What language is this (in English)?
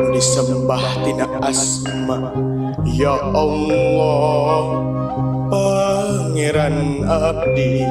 Sundanese